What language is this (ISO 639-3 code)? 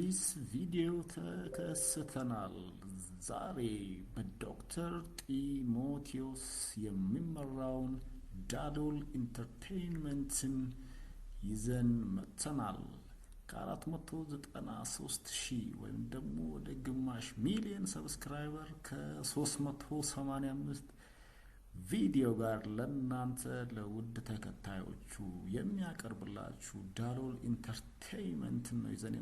amh